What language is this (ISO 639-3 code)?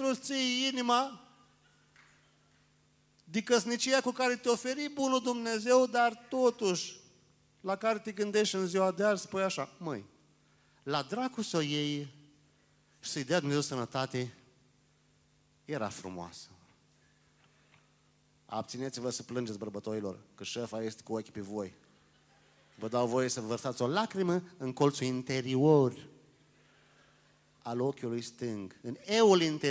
ron